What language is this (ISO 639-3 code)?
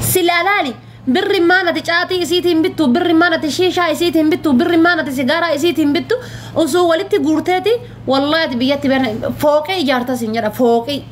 orm